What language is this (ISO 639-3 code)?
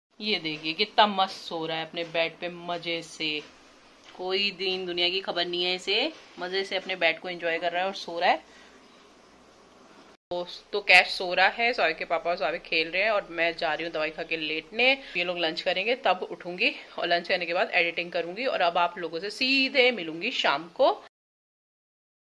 hin